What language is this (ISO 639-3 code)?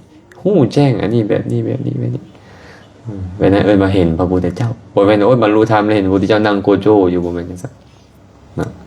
lao